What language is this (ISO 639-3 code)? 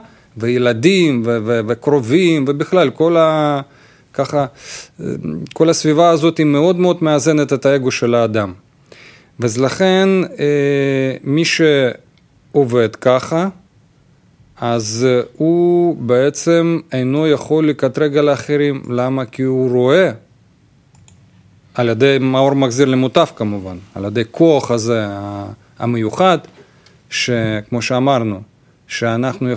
heb